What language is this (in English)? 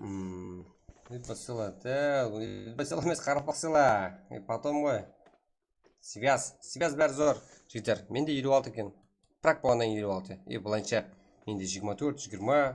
Kara-Kalpak